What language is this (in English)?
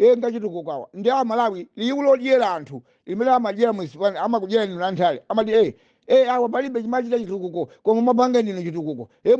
Nyanja